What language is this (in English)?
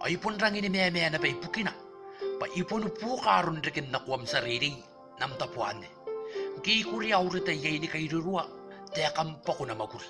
Gilbertese